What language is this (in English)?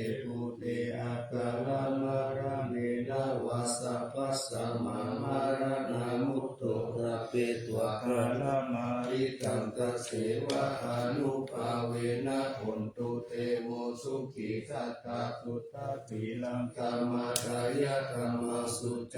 Pali